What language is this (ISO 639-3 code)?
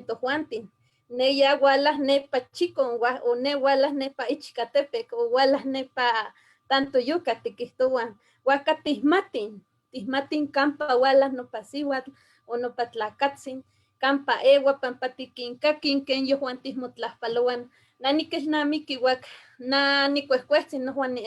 nhe